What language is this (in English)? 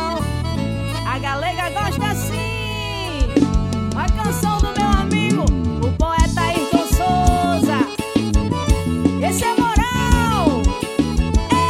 Portuguese